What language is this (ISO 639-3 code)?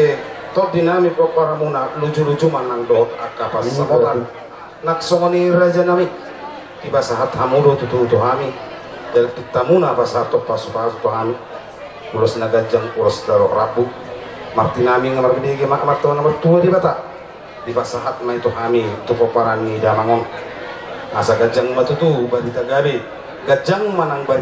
bbc